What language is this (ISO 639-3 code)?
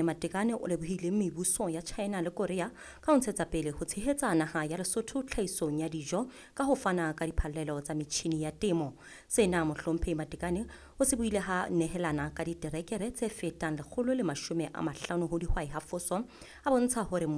sot